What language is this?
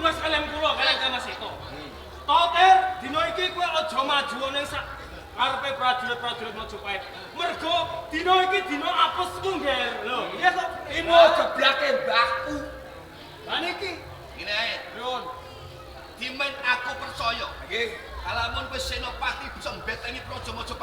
Javanese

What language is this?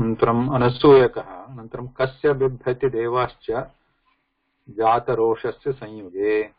Sanskrit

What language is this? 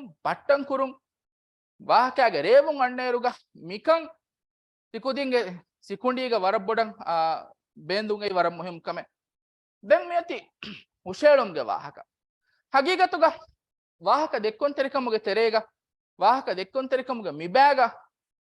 Divehi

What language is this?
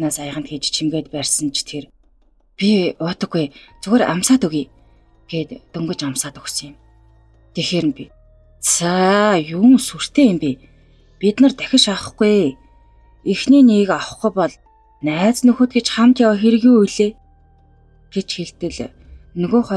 Mongolian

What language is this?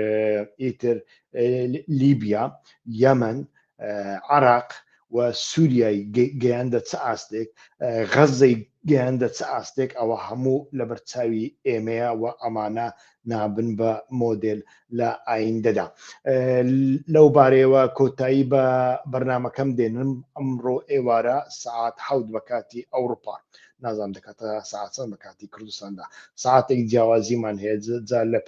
Central Kurdish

